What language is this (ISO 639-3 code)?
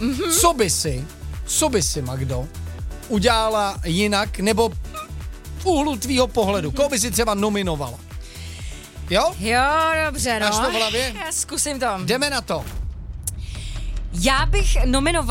ces